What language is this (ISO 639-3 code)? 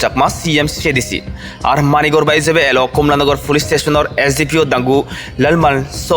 ccp